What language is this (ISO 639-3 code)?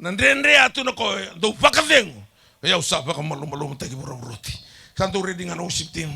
fij